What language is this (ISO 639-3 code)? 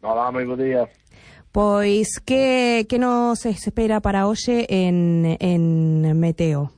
glg